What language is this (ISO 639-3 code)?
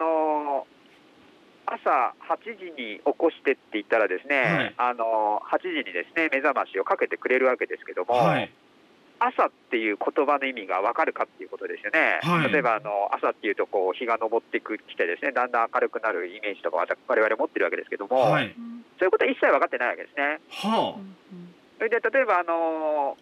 jpn